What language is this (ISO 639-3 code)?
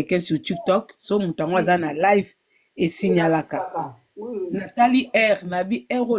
lin